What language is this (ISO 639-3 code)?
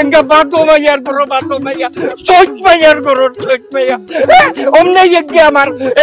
syl